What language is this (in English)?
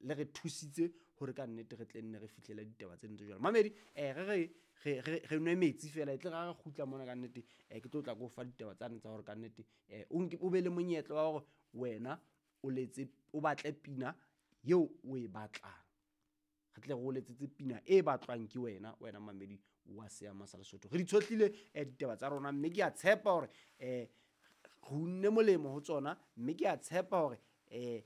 Southern Sotho